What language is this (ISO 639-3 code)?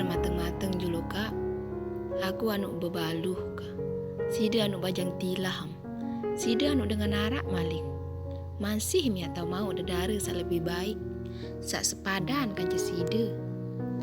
sas